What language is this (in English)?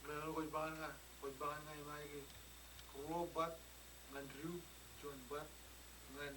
Marshallese